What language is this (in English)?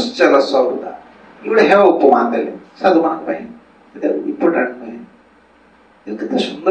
Odia